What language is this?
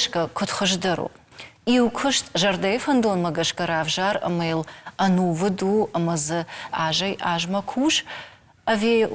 Ossetic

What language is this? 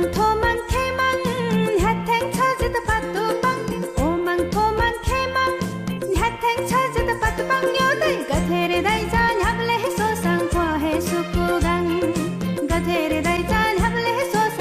Newari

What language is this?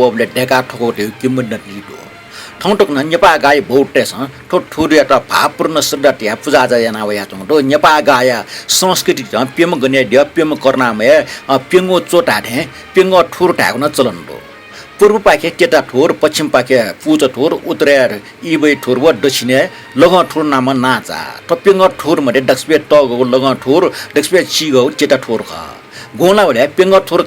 Newari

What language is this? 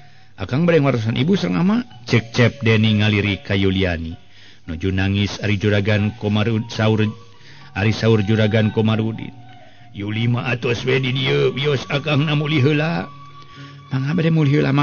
Sundanese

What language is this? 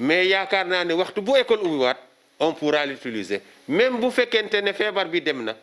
Wolof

